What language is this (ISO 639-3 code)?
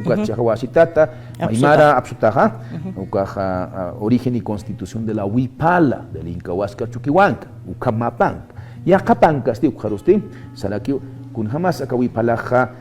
aym